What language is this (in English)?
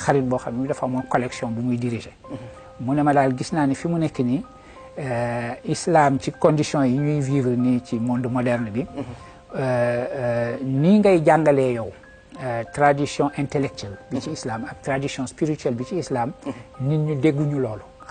Wolof